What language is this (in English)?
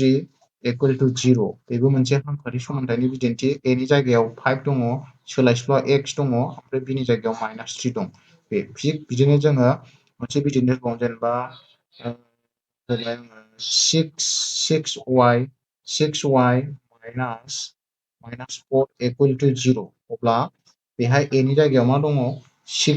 Bodo